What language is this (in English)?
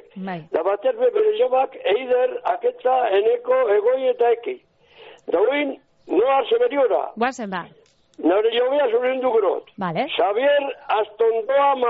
Basque